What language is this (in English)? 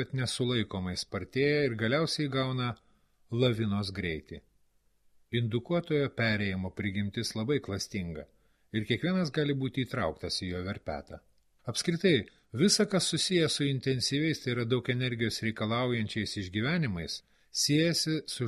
Lithuanian